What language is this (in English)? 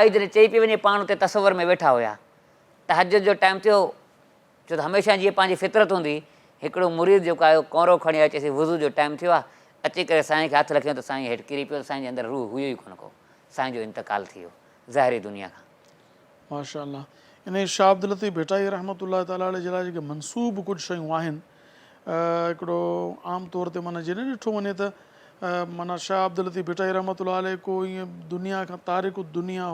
Sindhi